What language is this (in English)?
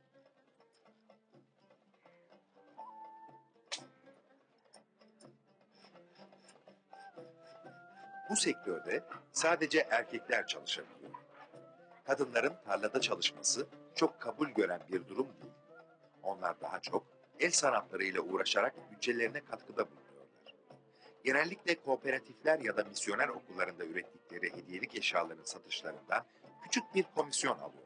Turkish